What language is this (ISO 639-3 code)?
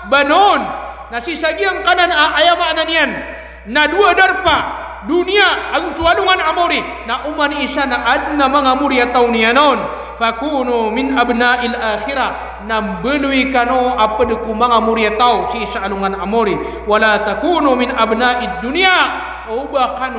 mrw